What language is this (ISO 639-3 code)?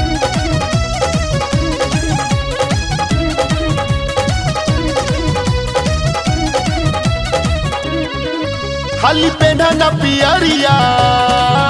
bho